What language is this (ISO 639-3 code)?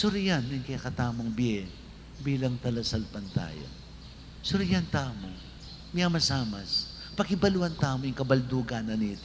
pam